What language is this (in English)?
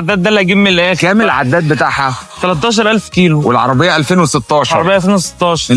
Egyptian Arabic